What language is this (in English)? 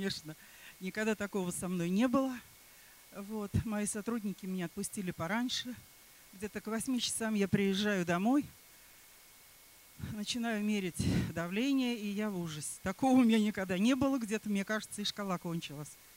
Russian